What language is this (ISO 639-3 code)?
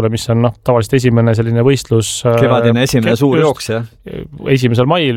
est